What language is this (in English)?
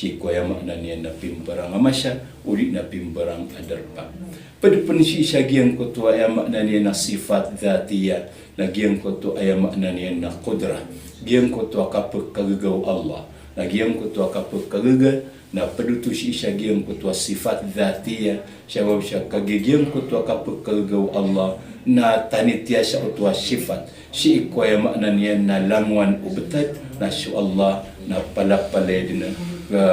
Maranao